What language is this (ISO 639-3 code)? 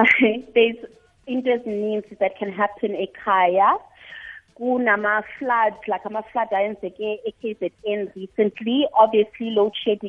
nbl